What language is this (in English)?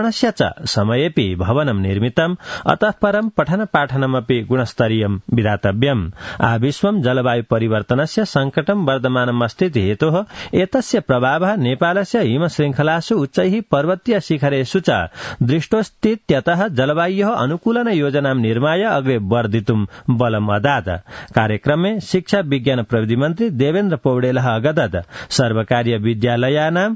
Sanskrit